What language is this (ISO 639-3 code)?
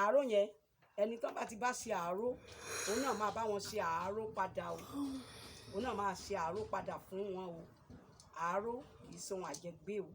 yor